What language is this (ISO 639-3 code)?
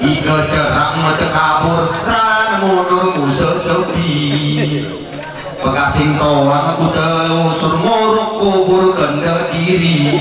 gay